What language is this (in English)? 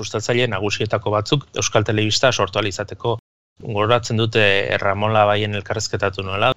Basque